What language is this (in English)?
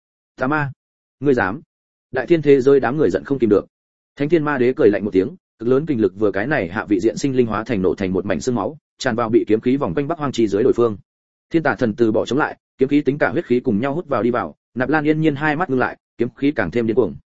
Vietnamese